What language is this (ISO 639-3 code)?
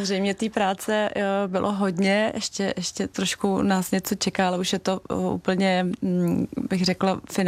ces